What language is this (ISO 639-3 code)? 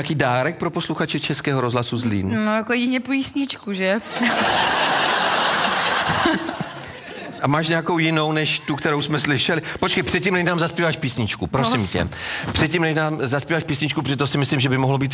ces